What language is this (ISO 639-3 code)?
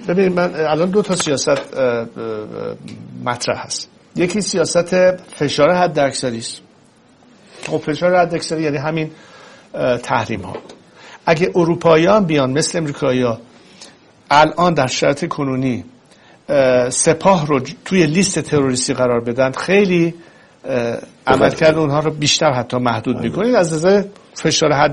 fas